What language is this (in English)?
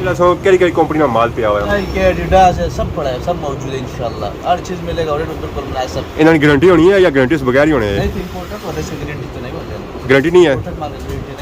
Pahari-Potwari